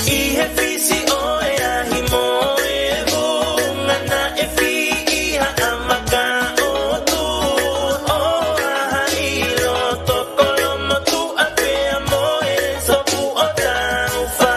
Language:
Tongan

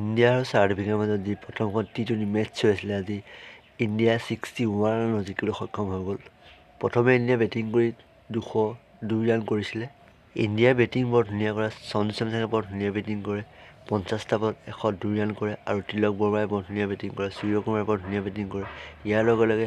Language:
Assamese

